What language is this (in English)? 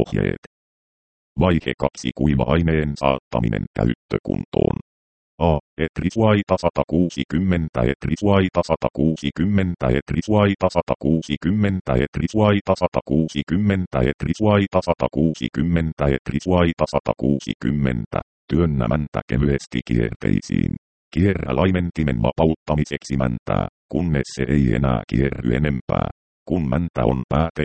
Finnish